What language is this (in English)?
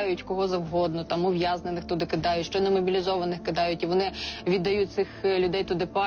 Ukrainian